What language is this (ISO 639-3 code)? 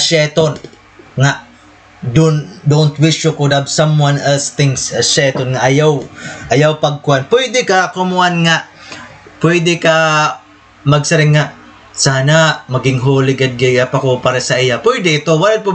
war